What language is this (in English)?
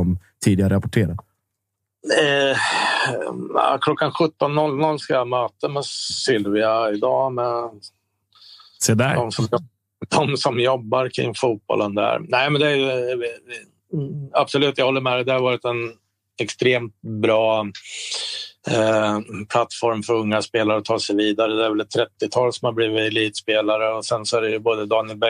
Swedish